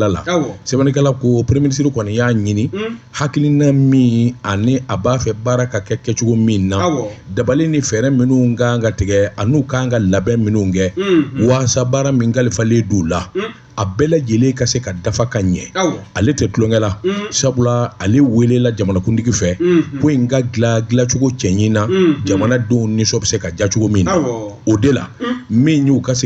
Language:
Bambara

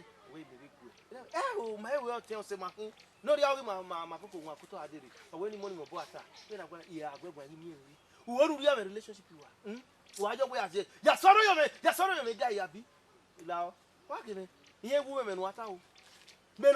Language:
Bini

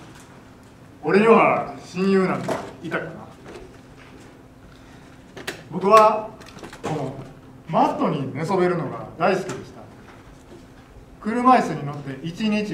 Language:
Japanese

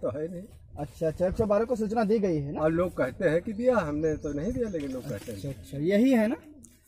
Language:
Hindi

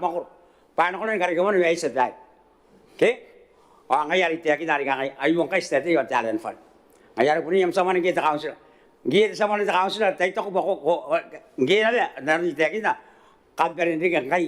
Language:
Gilbertese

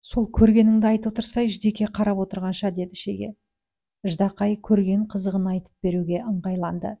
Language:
Kazakh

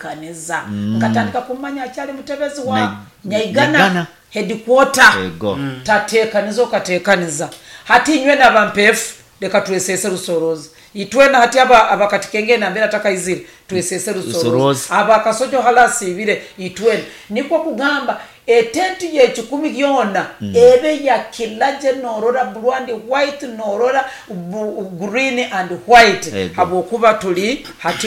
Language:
Nyoro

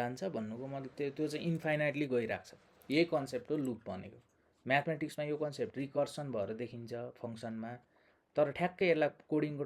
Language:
Nepali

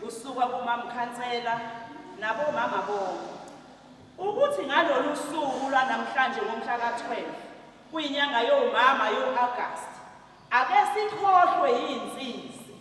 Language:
Zulu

